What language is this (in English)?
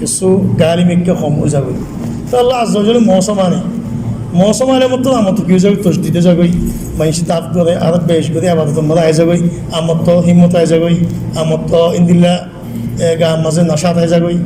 Rohingya